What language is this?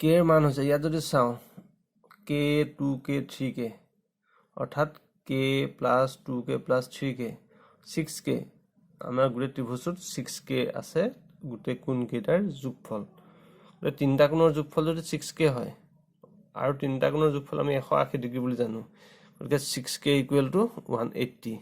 Assamese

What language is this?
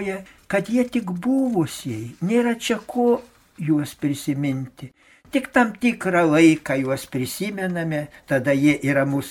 Lithuanian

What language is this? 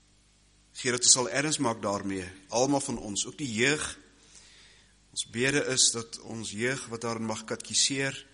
Afrikaans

